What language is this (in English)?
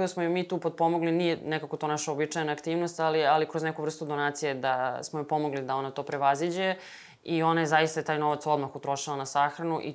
Serbian